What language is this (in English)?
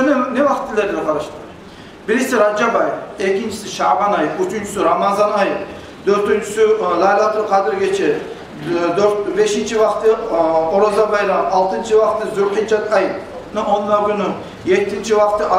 Kumyk